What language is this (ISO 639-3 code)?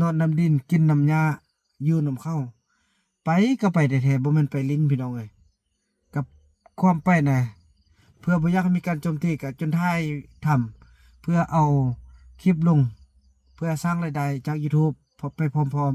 lao